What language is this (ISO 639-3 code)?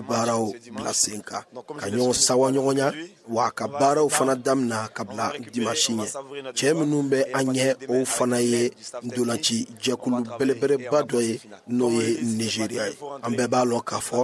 bam